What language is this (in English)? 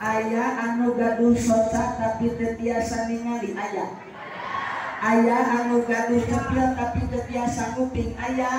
Sundanese